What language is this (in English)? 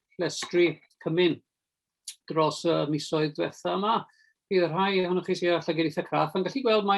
Welsh